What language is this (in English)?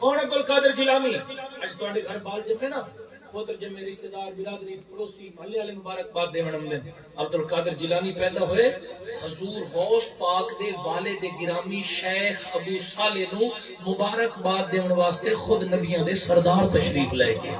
Saraiki